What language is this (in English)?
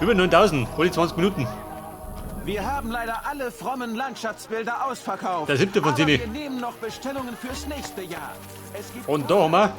Bavarian